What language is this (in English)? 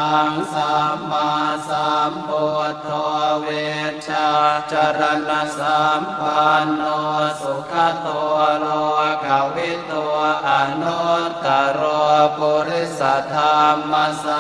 Pali